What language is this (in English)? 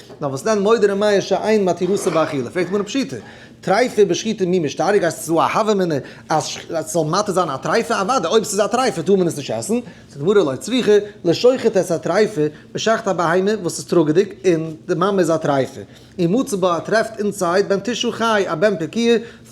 Yiddish